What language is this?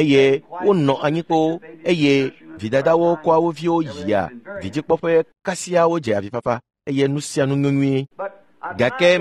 Ewe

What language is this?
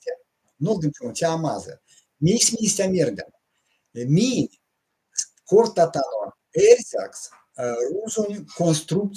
Erzya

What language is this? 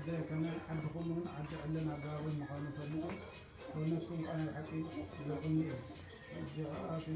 Tigrinya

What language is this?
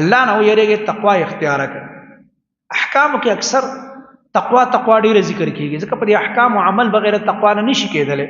Pashto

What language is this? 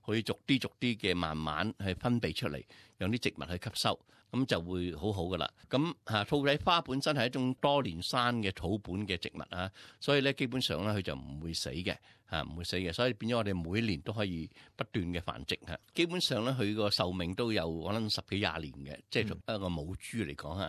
Cantonese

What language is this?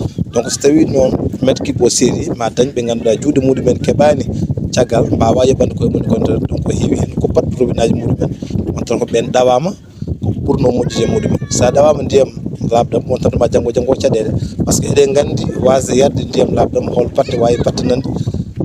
Fula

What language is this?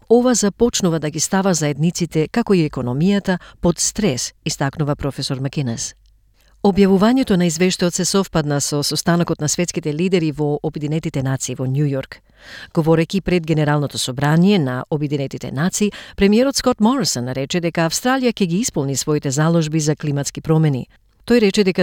Macedonian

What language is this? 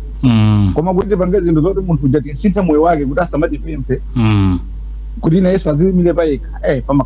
Nyanja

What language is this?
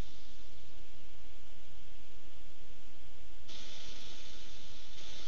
Finnish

